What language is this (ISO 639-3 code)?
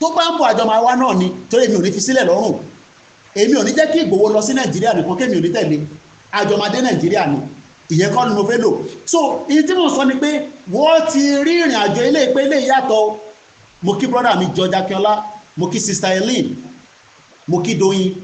yor